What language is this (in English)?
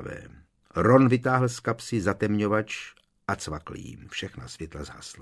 Czech